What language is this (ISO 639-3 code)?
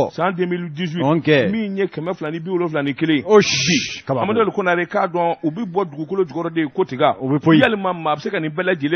bam